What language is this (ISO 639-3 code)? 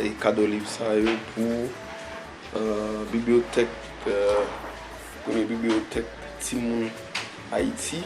hat